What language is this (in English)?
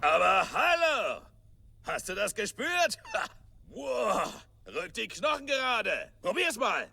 Bavarian